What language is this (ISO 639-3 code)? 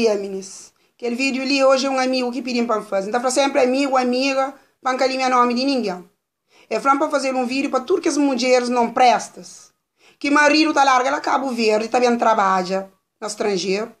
kea